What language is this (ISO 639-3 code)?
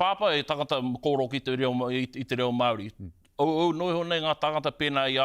mri